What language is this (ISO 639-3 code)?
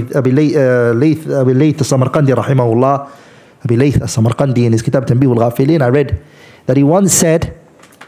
eng